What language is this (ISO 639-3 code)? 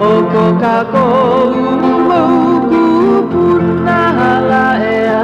haw